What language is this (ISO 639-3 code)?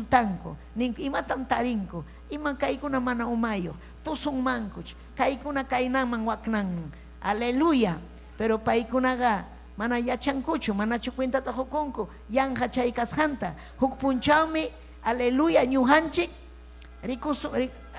quy